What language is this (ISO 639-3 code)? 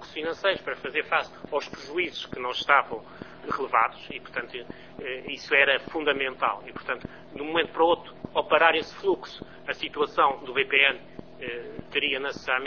por